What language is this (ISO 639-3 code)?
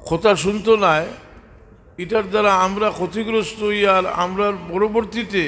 syl